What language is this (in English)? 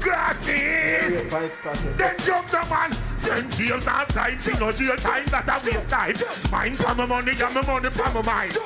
Jamaican Creole English